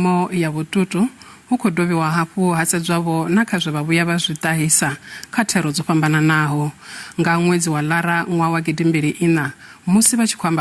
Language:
Venda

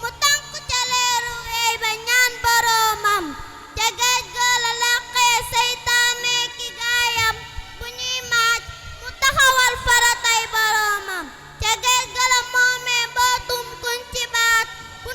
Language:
Wolof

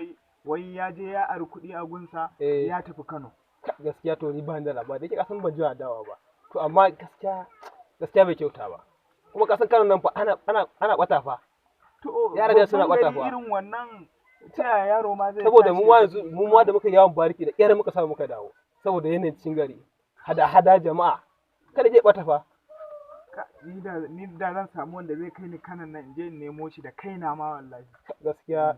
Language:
Hausa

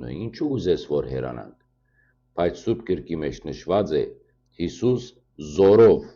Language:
Western Armenian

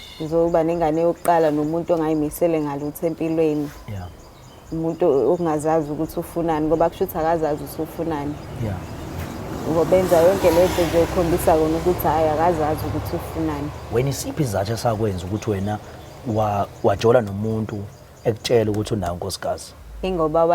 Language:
Zulu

